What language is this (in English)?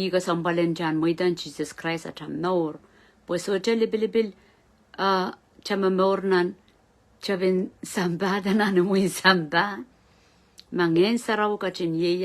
Pohnpeian